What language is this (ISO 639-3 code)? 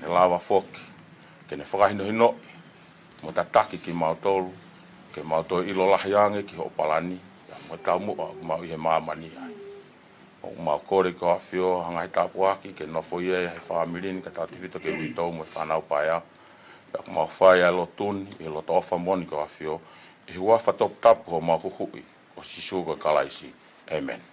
ton